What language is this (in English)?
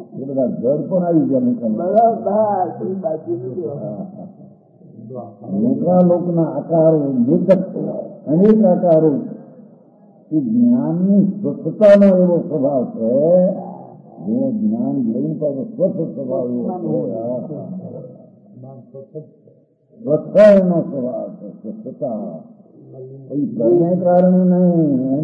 Gujarati